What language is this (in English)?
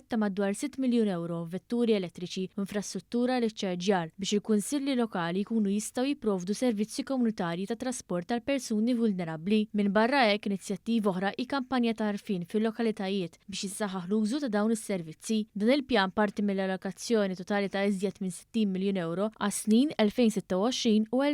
Maltese